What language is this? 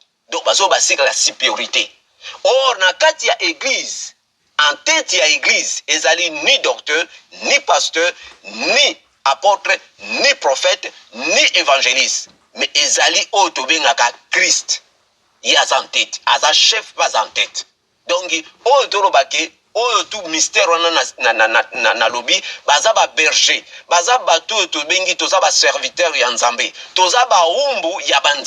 Lingala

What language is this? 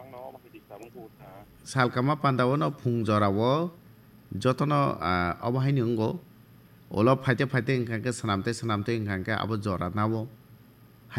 Kok Borok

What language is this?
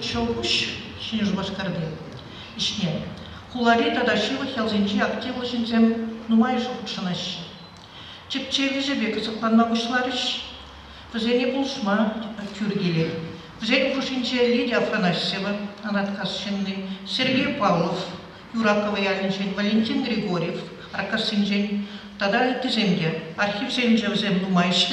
Chuvash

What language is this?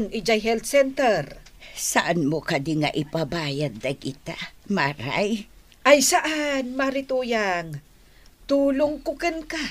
Iloko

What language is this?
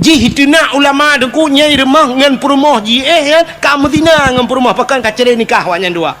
Achinese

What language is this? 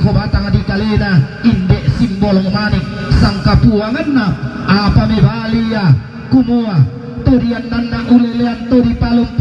Toraja-Sa'dan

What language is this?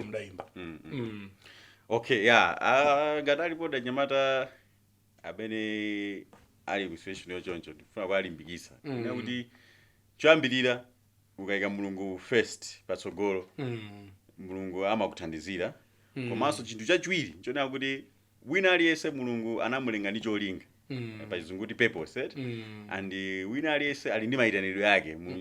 Nyanja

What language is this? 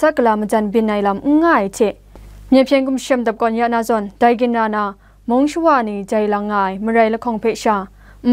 Kachin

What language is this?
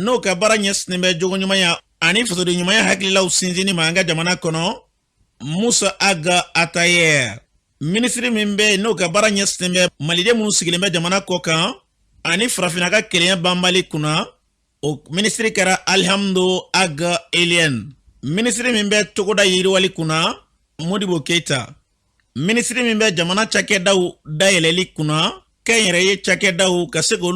Bambara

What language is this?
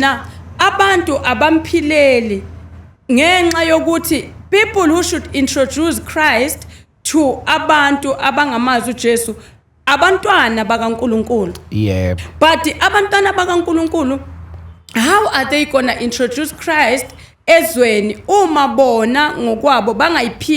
Zulu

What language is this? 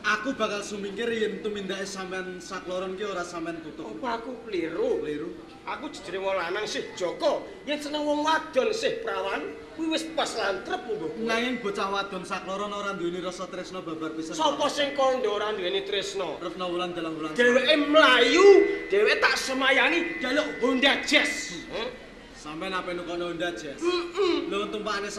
Javanese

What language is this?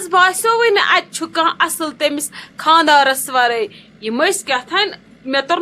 Kashmiri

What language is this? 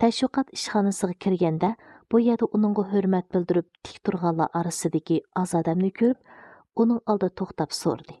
Uyghur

